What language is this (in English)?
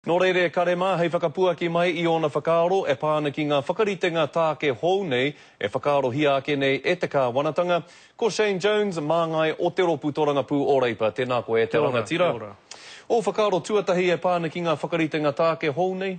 Māori